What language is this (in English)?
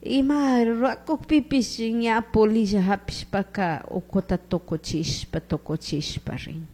Chimborazo Highland Quichua